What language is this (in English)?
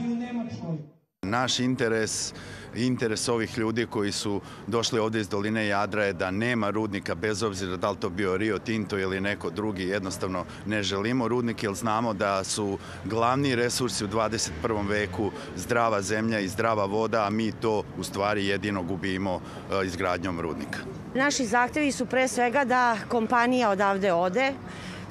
Serbian